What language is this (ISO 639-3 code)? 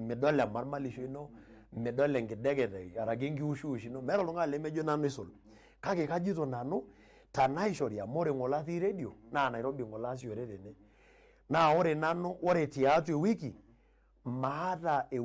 mas